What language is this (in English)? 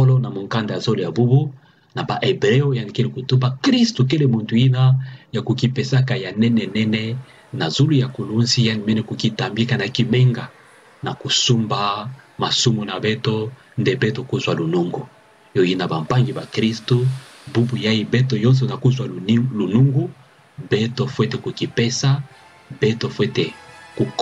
Kituba (Democratic Republic of Congo)